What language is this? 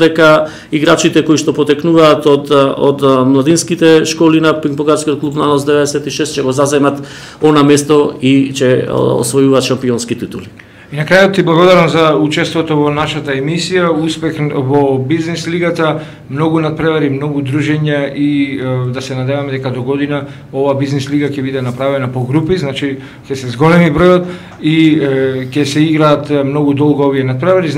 Macedonian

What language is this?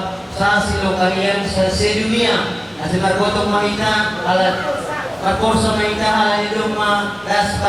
Batak Simalungun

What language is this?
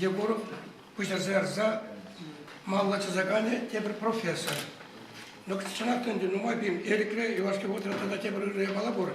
Chuvash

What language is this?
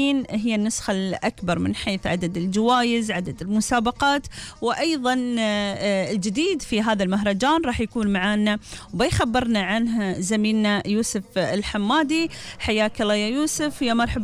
Gulf Arabic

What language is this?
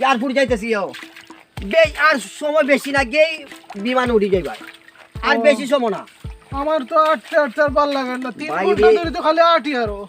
Sylheti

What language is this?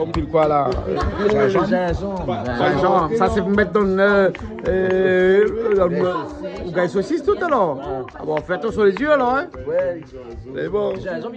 Réunion Creole French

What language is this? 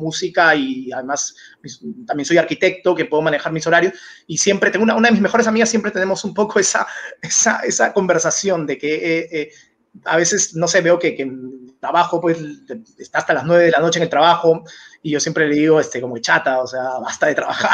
Spanish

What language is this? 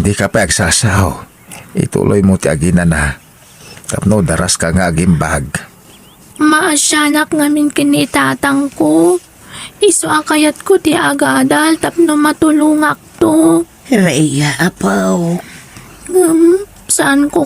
Iloko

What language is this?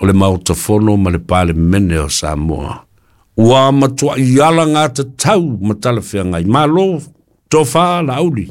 Samoan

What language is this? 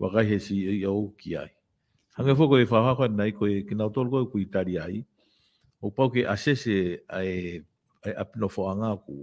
Tongan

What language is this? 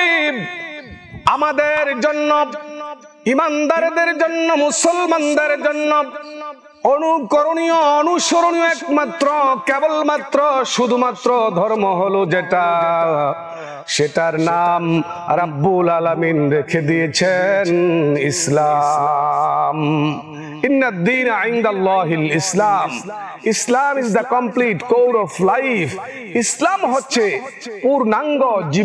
Bangla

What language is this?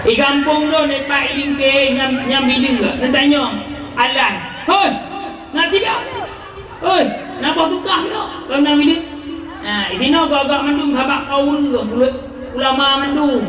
Achinese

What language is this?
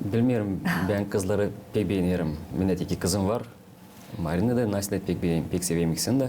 Gagauz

